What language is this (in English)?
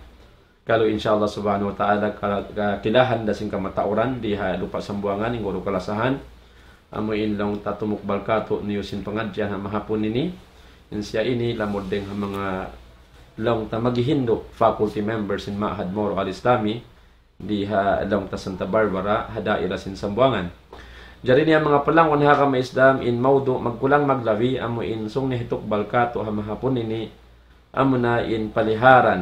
Tausug